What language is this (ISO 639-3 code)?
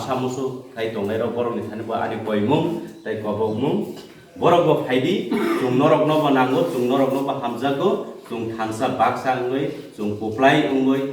trp